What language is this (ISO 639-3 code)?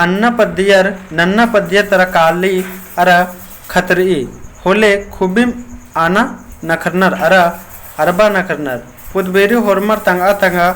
kru